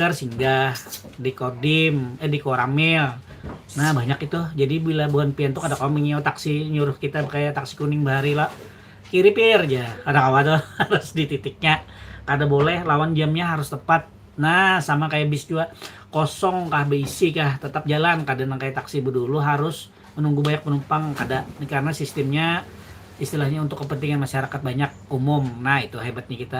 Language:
Banjar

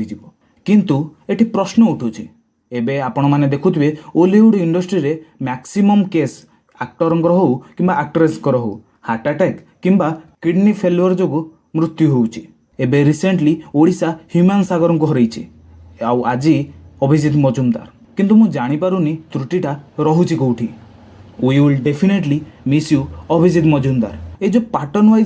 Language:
Odia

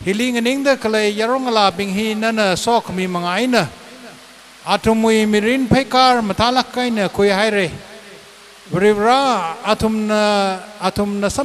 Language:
Tangkhul Naga (India)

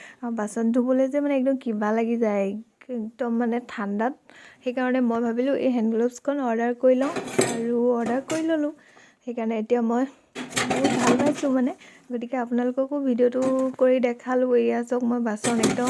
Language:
Assamese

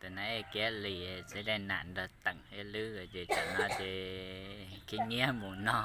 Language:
Hmong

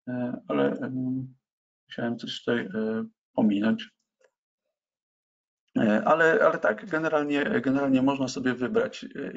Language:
Polish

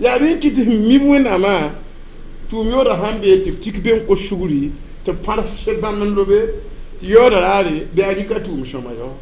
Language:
Mossi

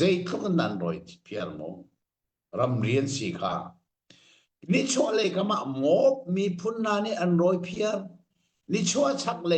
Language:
Hakha Chin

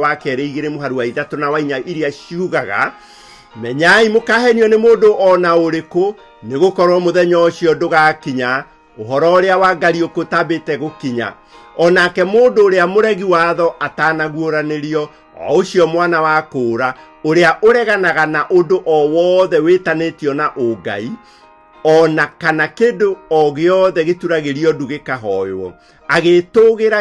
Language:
Kikuyu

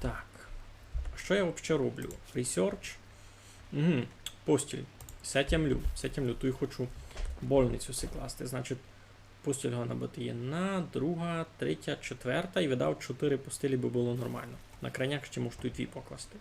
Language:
Rusyn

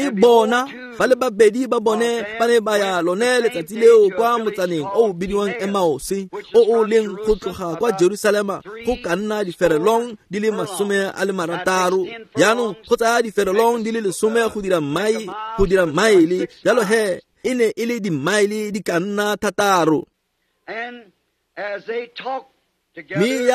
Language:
Tswana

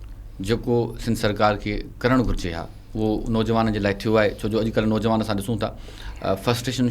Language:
Sindhi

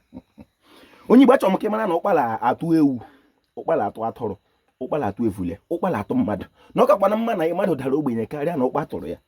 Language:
Igbo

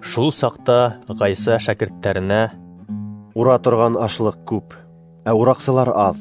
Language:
Bashkir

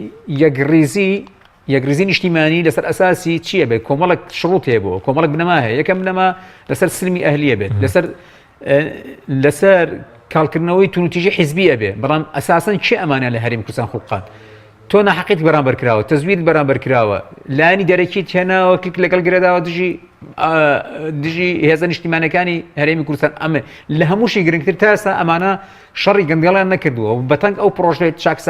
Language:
Central Kurdish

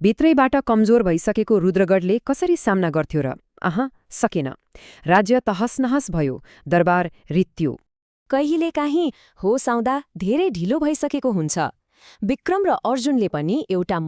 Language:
Nepali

